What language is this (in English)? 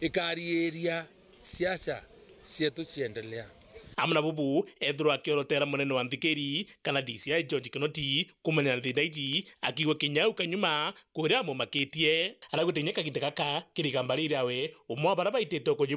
Meru